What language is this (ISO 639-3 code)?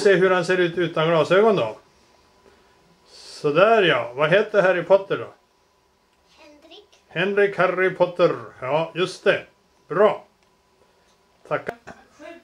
swe